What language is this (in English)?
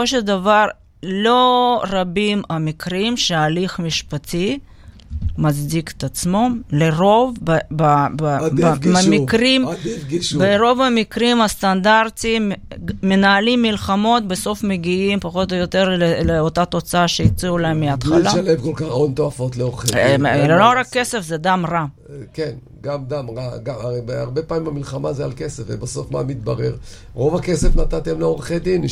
Hebrew